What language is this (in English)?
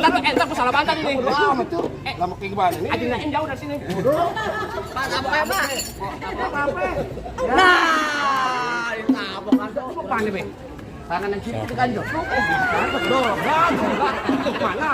Betawi